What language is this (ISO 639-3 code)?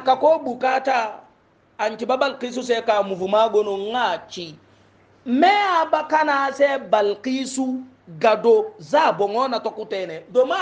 hau